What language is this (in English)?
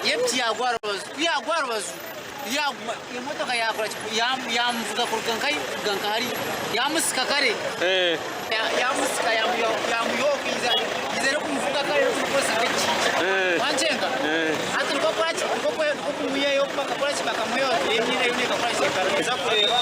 Nyankole